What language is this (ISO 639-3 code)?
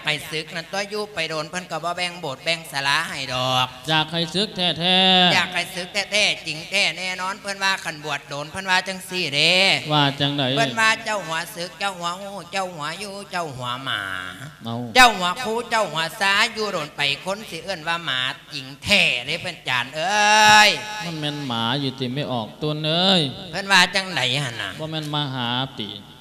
lao